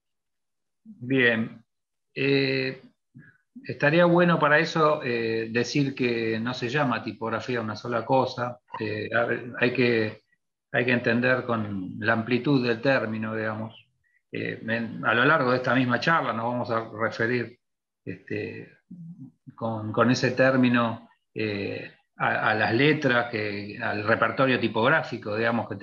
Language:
Spanish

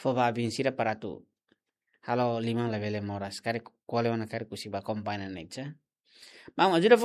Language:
Tetum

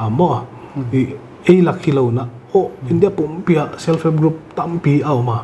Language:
Paite Chin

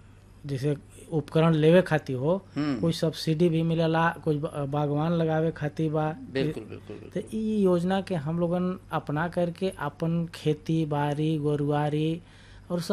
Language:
Bhojpuri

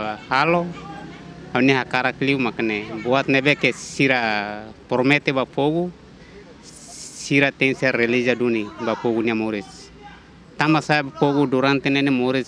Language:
Tetum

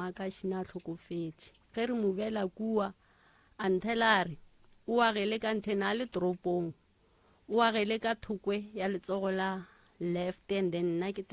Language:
Northern Sotho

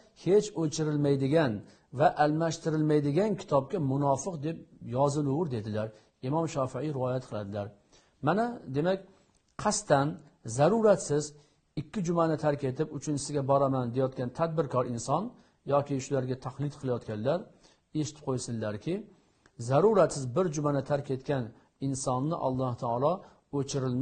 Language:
Uzbek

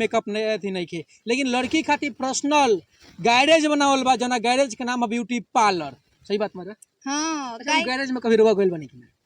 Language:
Bhojpuri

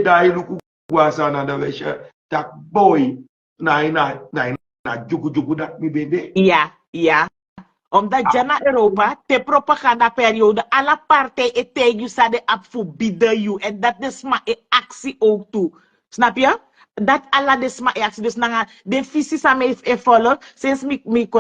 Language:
Sranan Tongo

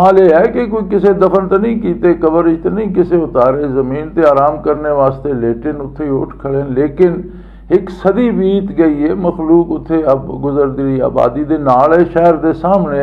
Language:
Western Panjabi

